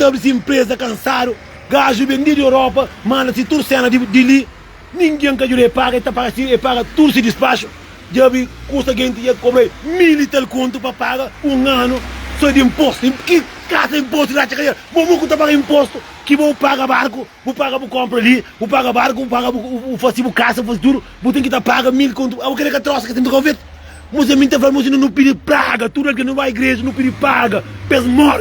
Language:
Kabuverdianu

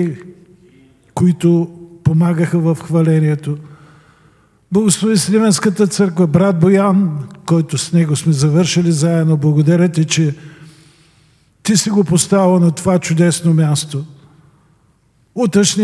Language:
Bulgarian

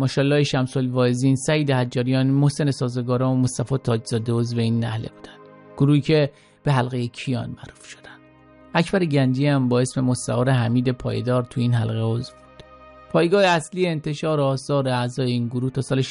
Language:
Persian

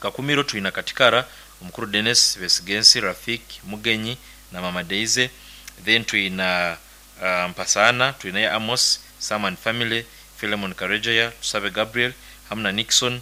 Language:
Nyoro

